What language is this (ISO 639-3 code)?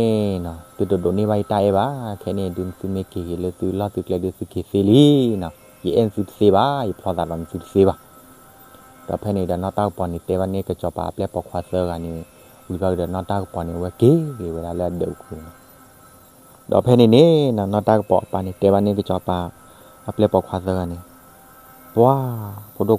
ksw